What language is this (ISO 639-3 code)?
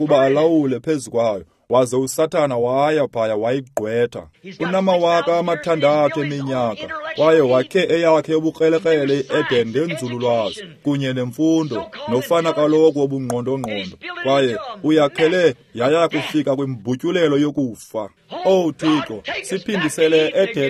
xho